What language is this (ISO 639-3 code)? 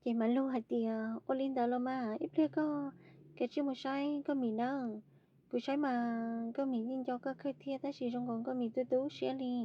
hmn